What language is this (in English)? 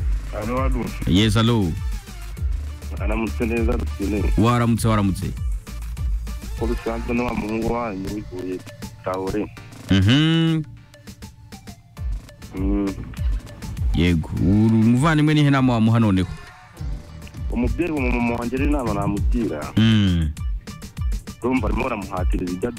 Kinyarwanda